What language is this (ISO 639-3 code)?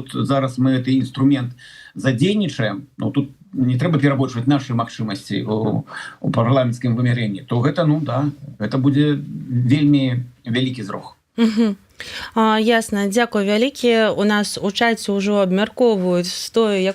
bel